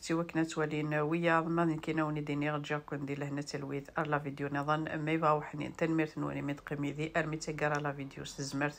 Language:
Kabyle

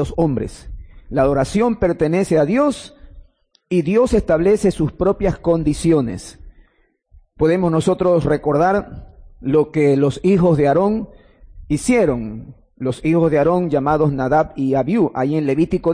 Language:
Spanish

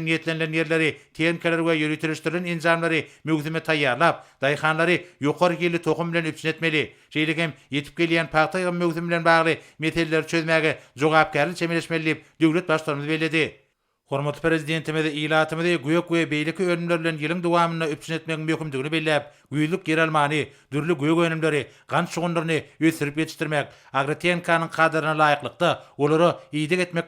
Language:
Turkmen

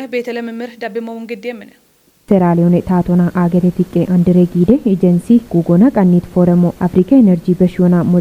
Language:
Kafa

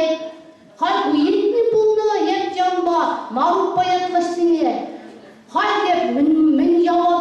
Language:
Chuvash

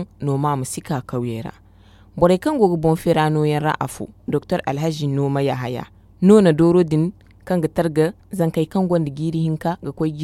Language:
Zarma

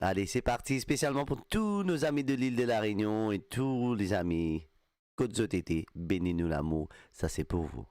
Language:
Morisyen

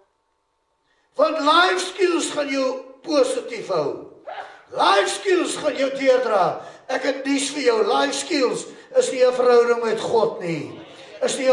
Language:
Afrikaans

